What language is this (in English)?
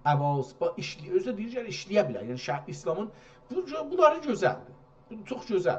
South Azerbaijani